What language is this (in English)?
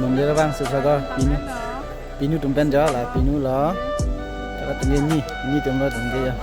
Karbi